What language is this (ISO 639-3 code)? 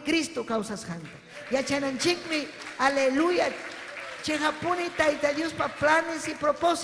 quy